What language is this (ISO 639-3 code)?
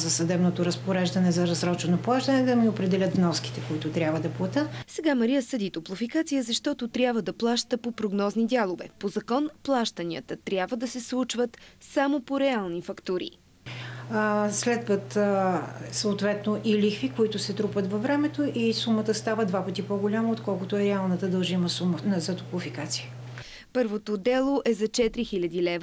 bul